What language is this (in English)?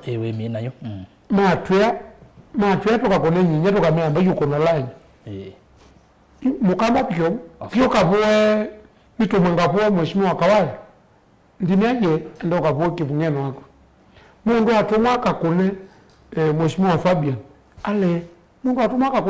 Kamba